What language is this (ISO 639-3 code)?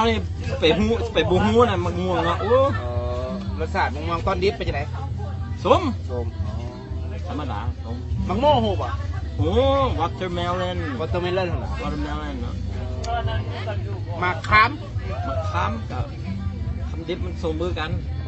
lao